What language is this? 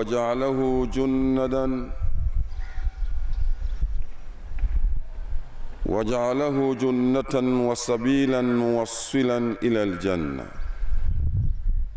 Swahili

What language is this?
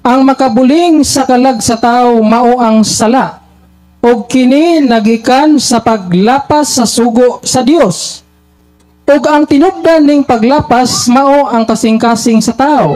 Cebuano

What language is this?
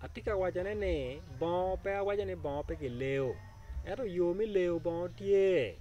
Acoli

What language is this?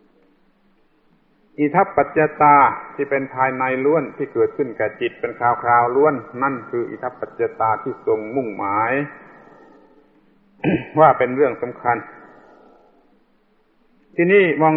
Thai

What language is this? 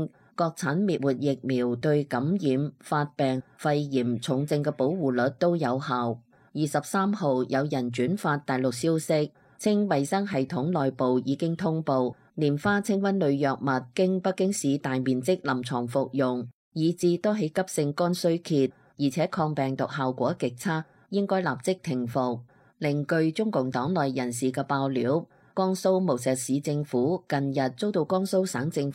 Cantonese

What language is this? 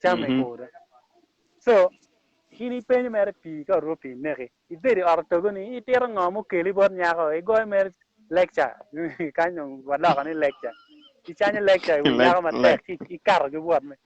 Acoli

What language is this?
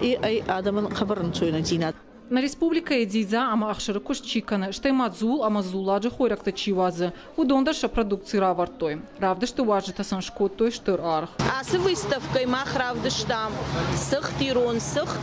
Ossetic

